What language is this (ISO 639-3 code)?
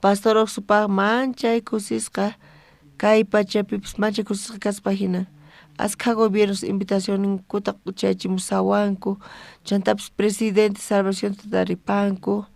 quh